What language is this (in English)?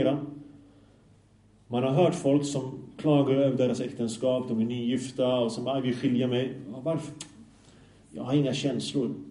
Swedish